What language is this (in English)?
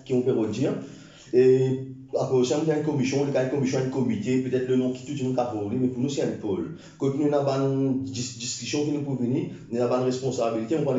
Morisyen